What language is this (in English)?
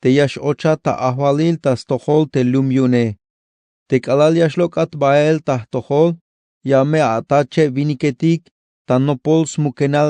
Tzeltal